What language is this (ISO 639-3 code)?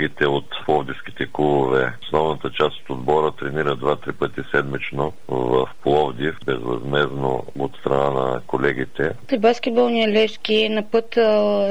bul